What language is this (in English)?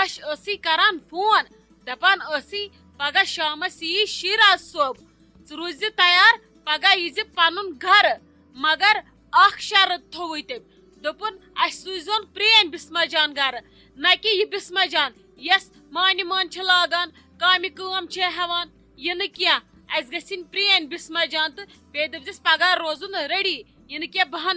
Kashmiri